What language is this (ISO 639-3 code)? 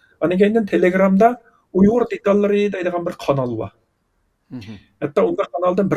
uig